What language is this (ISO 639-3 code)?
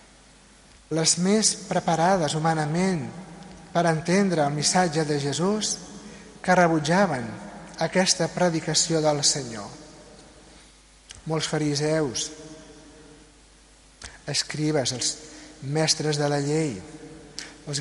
cat